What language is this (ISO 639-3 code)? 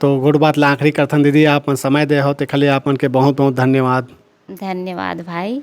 hne